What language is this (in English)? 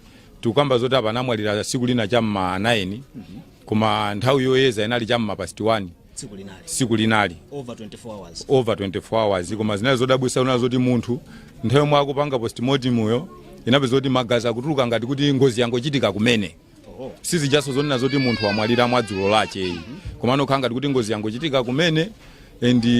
Nyanja